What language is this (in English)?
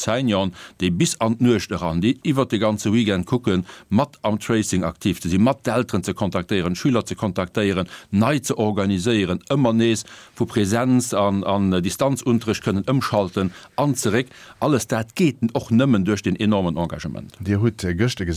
Luxembourgish